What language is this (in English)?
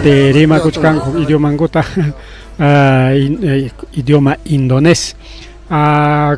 Ayacucho Quechua